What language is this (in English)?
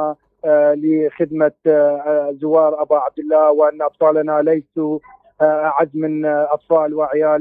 Mesopotamian Arabic